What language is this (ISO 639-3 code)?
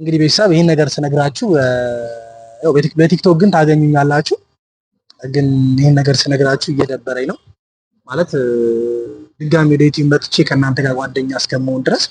amh